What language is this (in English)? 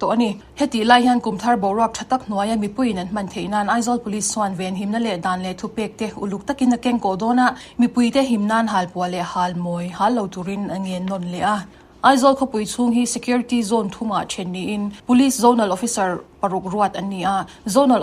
Mizo